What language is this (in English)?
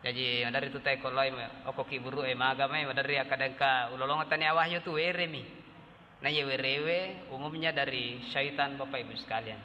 Buginese